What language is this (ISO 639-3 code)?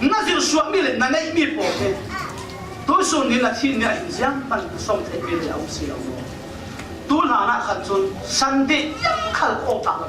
cfm